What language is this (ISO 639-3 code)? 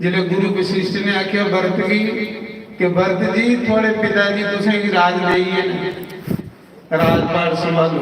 doi